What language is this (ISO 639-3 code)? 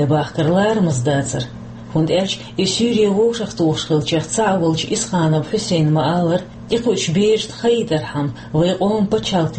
che